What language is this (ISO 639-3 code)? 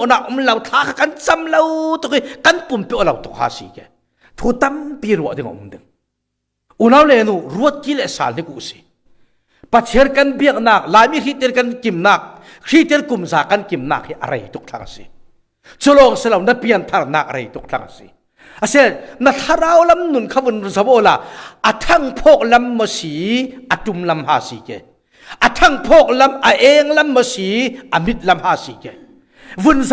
cfm